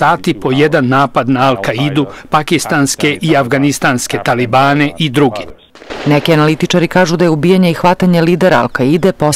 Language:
Serbian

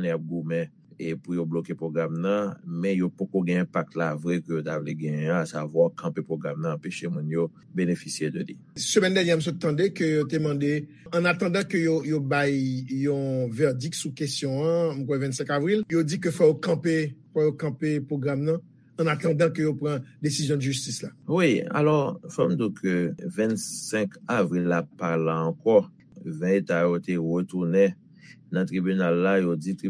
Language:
Haitian Creole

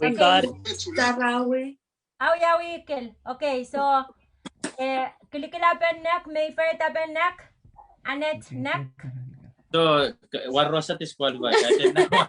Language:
Pohnpeian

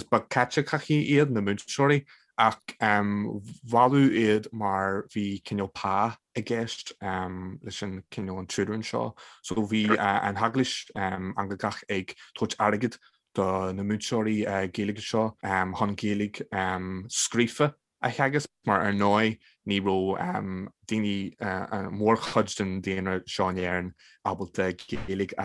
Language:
Irish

